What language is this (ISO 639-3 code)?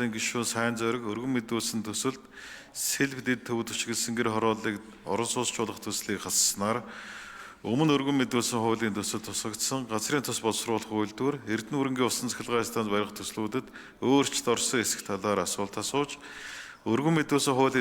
mon